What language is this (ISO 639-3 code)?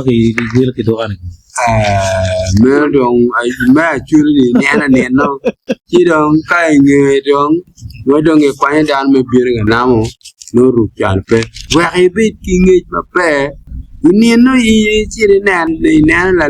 ach